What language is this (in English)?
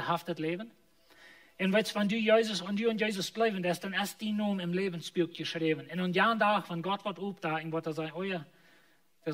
Plautdietsch